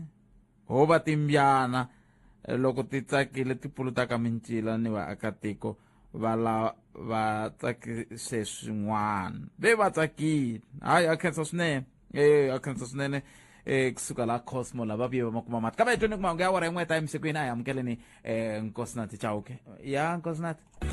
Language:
Tsonga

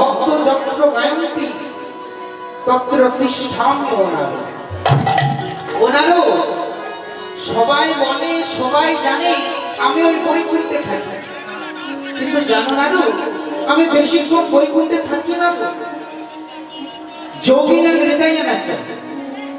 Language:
Bangla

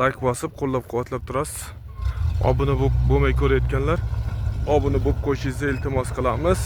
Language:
Uzbek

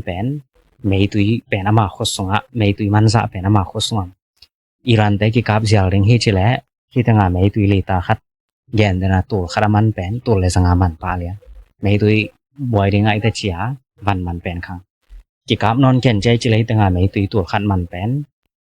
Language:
Tedim Chin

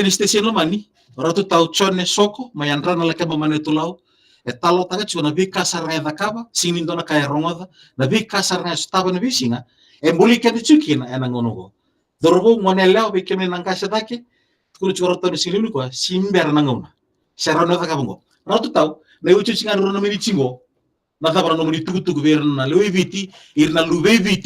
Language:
Fijian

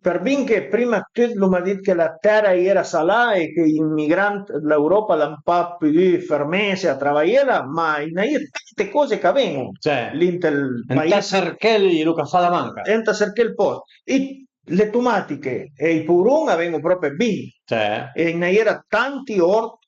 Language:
Piedmontese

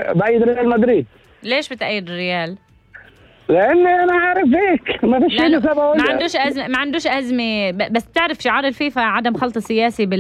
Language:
North Levantine Arabic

